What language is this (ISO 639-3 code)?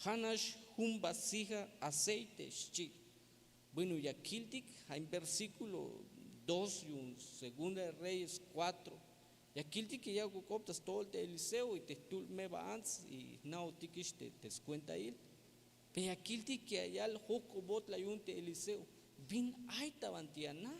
tzh